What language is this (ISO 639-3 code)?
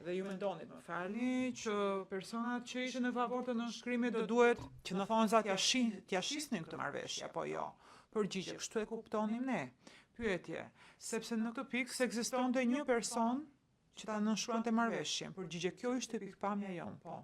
sqi